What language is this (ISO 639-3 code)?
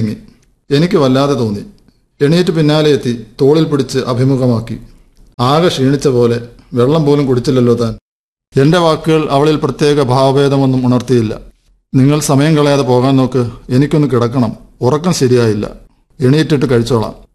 mal